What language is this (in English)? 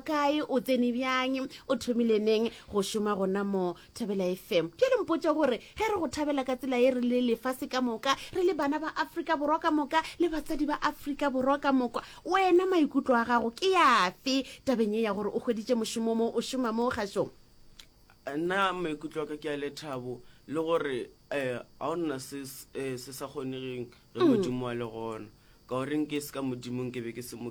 Northern Sotho